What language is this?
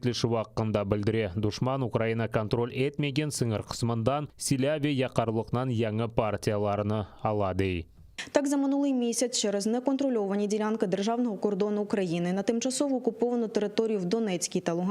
Crimean Tatar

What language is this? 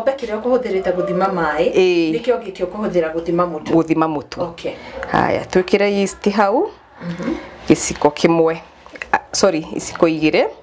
Kikuyu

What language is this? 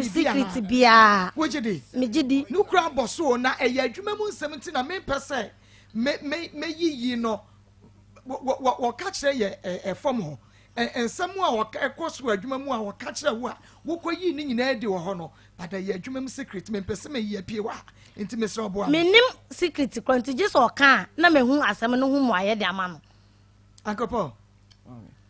Akan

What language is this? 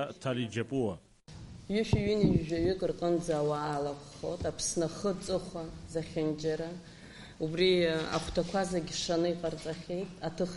Abkhazian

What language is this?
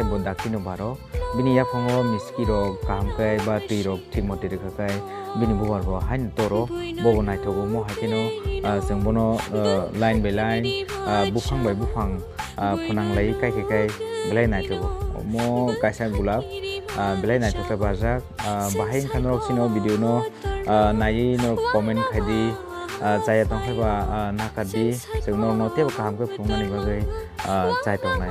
Kok Borok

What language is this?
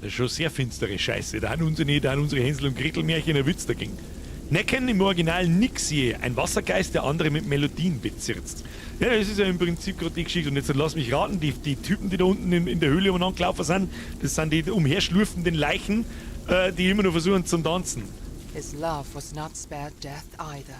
Bavarian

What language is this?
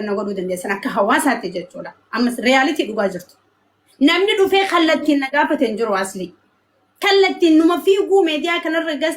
Oromo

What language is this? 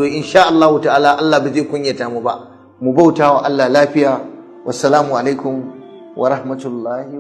Hausa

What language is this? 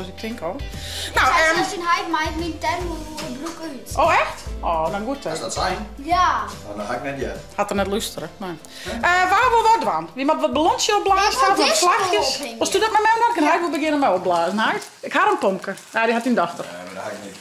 Western Frisian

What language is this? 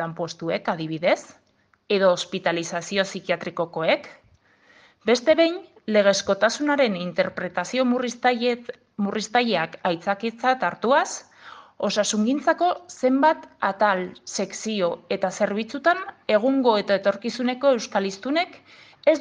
Basque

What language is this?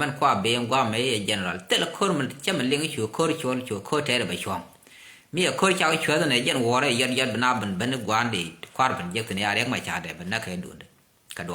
Nuer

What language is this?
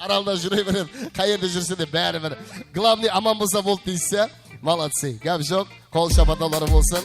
Kara-Kalpak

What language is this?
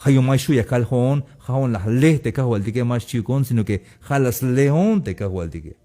Tzeltal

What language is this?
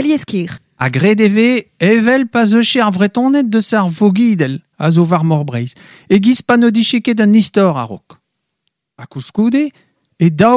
Breton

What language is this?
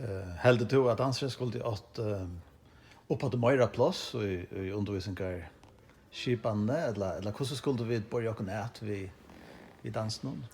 Faroese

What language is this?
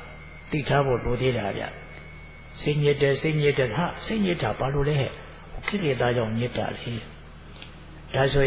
Burmese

